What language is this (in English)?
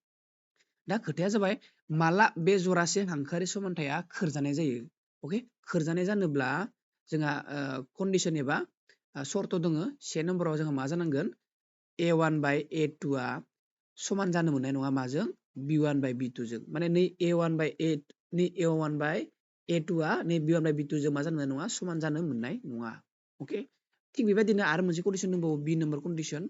Bodo